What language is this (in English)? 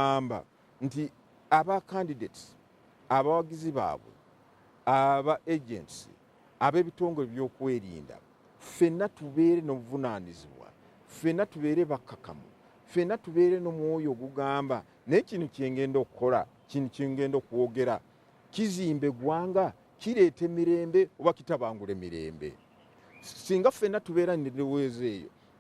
Ganda